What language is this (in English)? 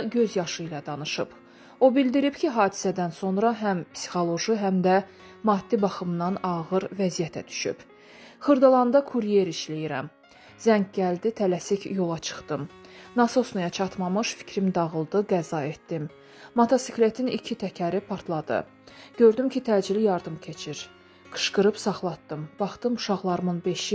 Azerbaijani